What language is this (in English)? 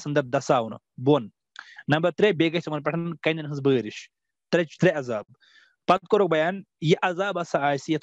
Kashmiri